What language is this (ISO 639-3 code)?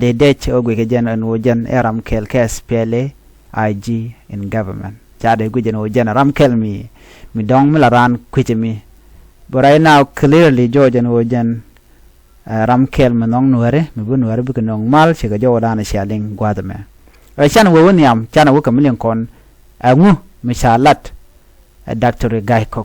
nus